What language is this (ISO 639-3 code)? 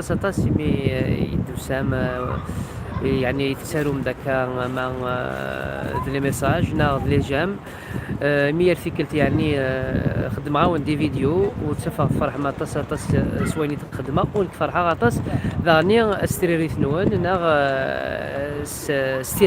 kab